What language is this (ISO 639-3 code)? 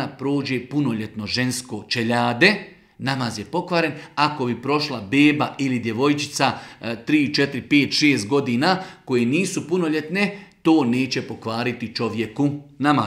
bos